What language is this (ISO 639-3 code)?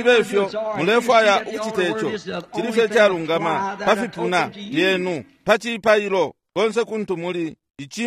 bem